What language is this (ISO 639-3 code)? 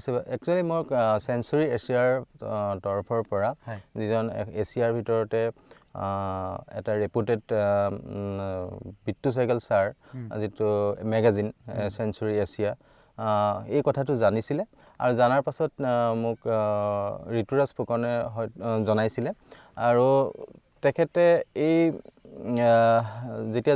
asm